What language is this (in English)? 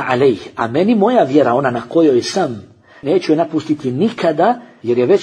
Bosnian